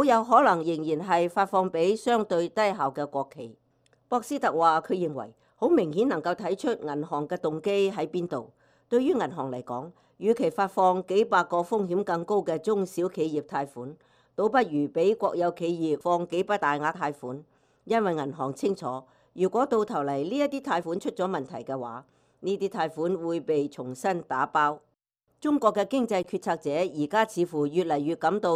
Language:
Cantonese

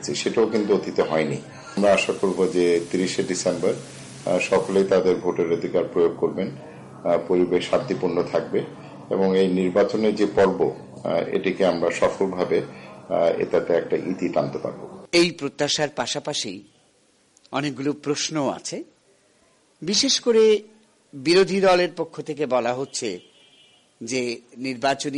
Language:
Bangla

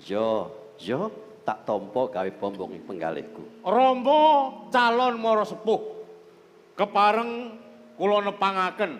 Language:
Javanese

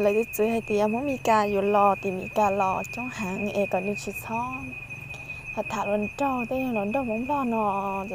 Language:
Hmong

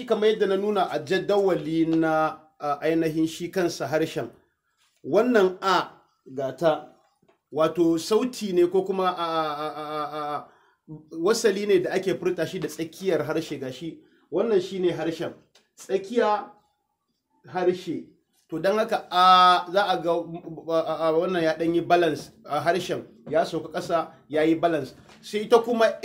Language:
Hausa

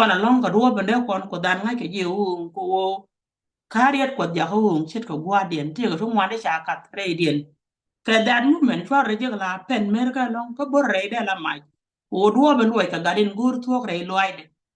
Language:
Nuer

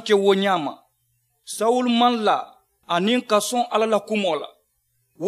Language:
Mandingo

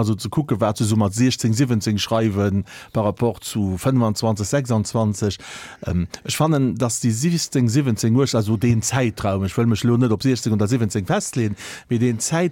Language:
Luxembourgish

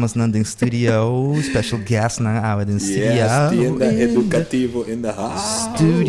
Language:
Papiamento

